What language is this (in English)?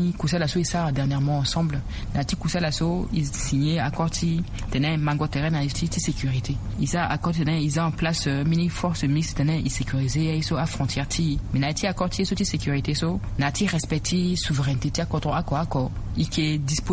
Sango